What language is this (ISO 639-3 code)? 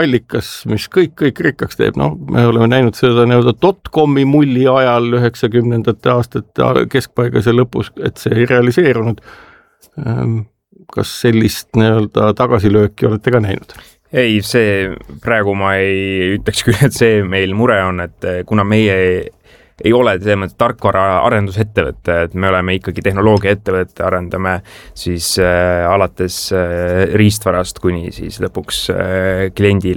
est